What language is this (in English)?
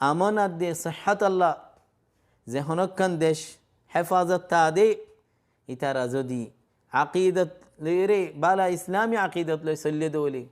Rohingya